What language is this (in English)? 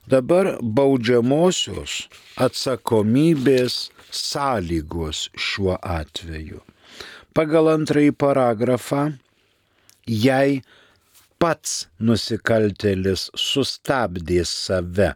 Lithuanian